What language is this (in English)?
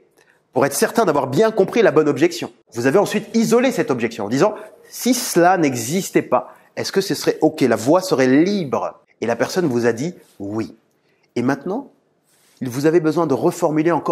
French